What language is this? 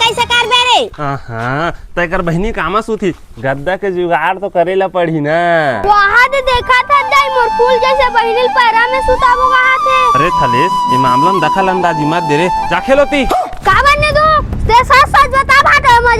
Chhattisgarhi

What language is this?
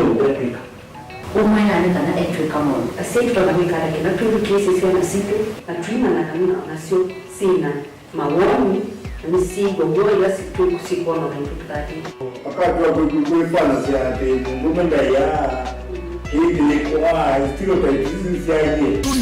Kamba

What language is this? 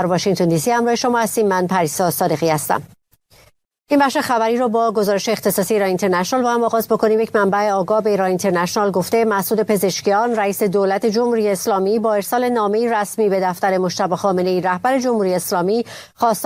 Persian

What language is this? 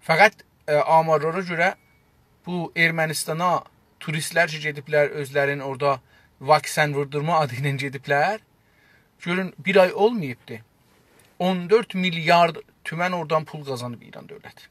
South Azerbaijani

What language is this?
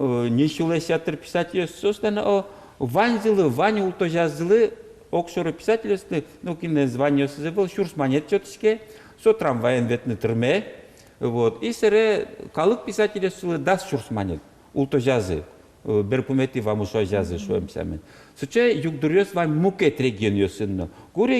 Udmurt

